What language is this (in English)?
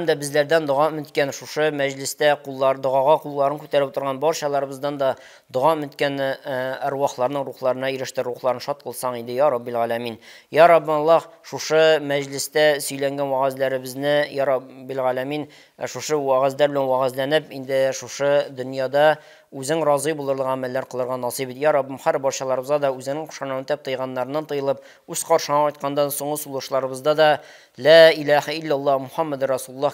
Tatar